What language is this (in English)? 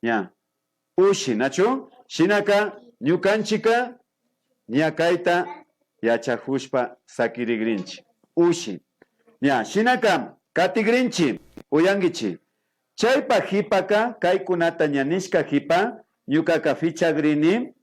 Imbabura Highland Quichua